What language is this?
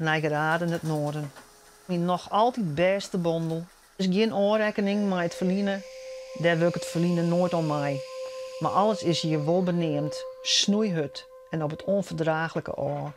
Western Frisian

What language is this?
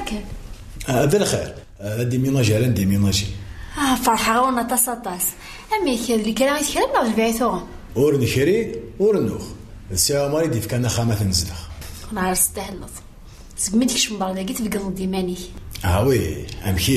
Kabyle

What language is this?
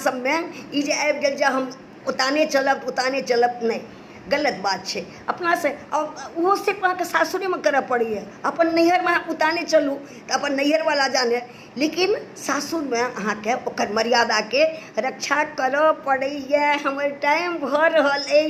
Maithili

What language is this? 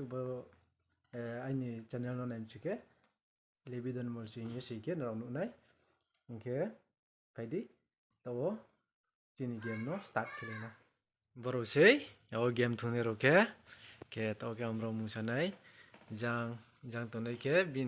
Riang (India)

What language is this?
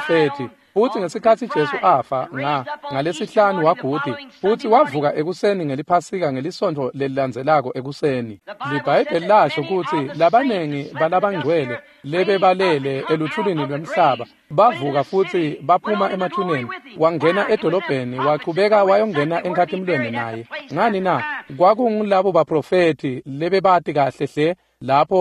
Swati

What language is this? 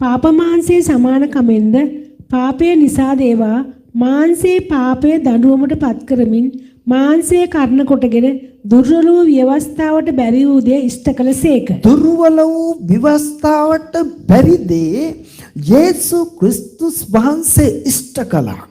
Sinhala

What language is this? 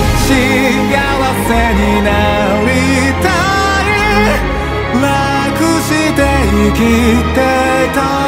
Japanese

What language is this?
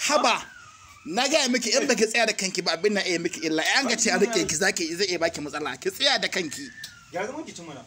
Hausa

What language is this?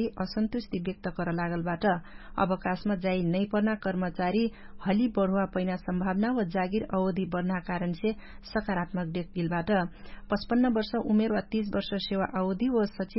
Dangaura Tharu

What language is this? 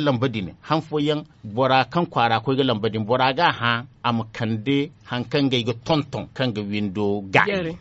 Zarma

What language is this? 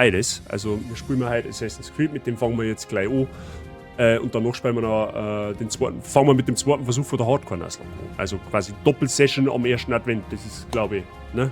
Bavarian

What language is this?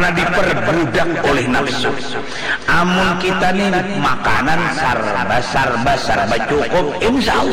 Banjar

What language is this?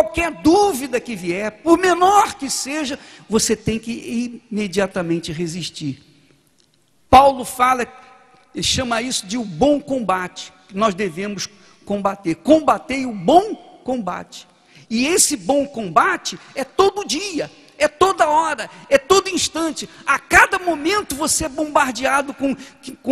Portuguese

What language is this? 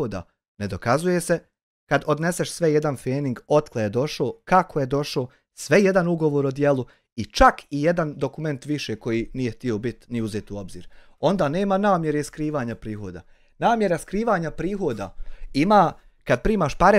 Bosnian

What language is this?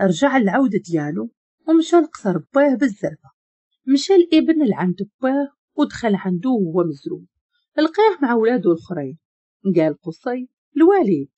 Moroccan Arabic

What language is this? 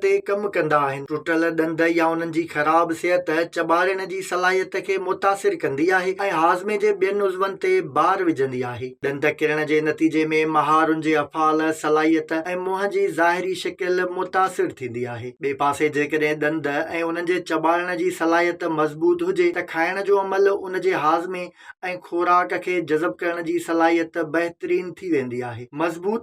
Sindhi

